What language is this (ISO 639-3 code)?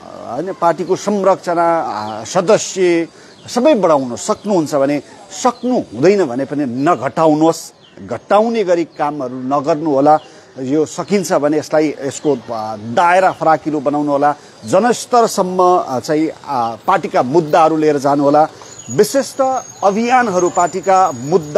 nep